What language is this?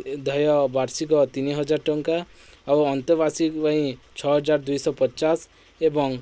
Odia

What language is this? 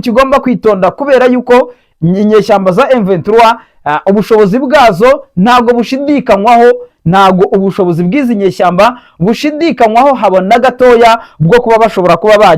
Kinyarwanda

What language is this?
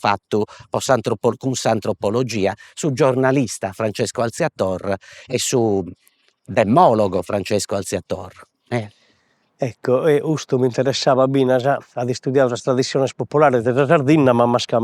Sardinian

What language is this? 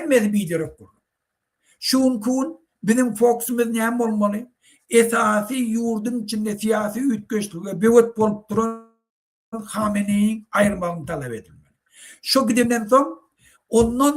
Turkmen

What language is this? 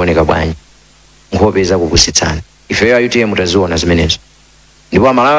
Nyanja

